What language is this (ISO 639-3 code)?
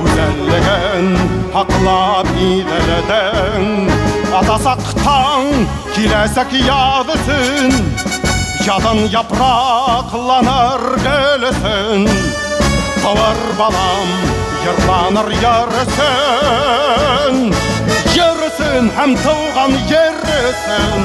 bak